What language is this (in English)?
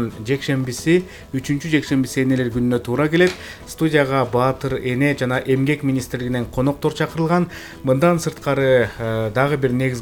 Kyrgyz